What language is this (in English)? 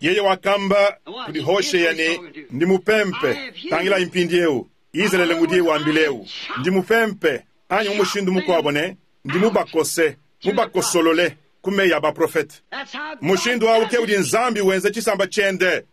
Luba-Lulua